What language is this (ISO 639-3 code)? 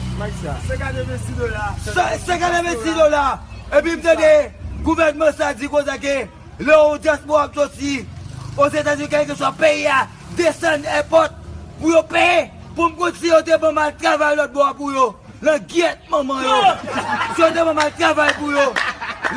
hat